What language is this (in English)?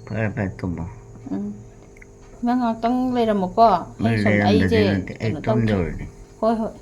Manipuri